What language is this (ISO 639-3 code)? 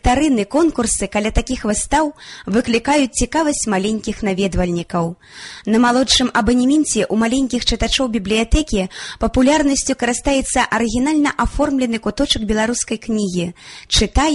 bel